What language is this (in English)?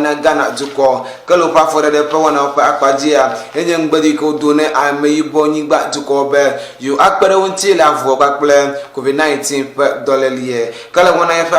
Ewe